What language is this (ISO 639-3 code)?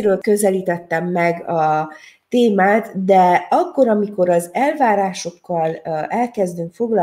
hun